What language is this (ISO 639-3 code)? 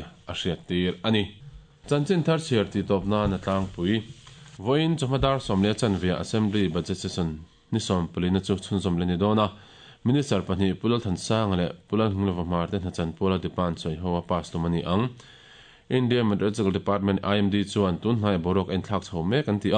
lus